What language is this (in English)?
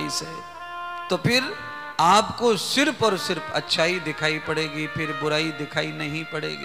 Hindi